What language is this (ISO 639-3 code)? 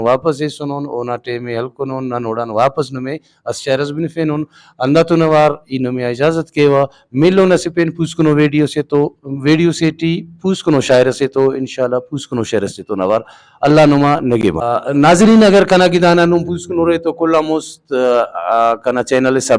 brh